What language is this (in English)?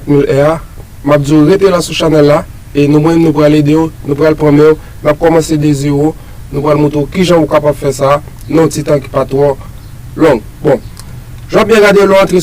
Haitian Creole